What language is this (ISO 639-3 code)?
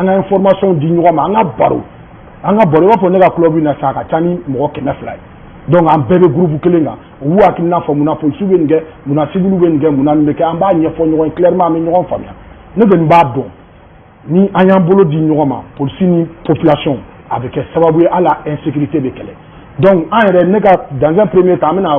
bam